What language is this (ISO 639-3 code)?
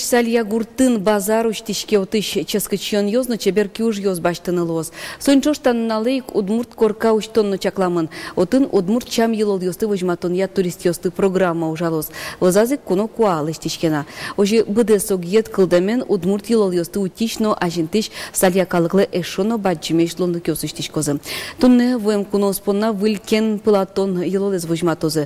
udm